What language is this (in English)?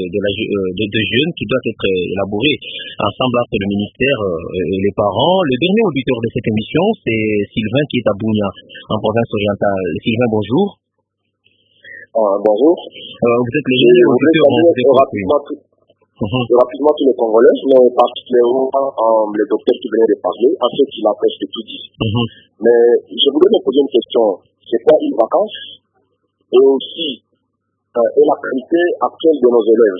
French